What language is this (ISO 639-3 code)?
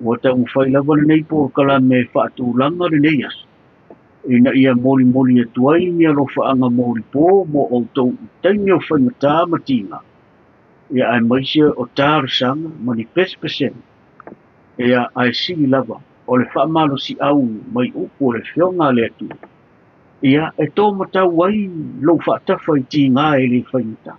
smo